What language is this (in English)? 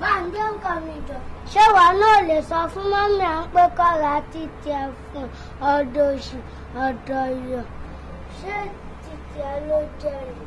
Yoruba